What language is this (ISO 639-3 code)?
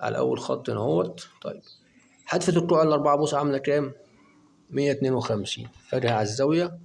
arz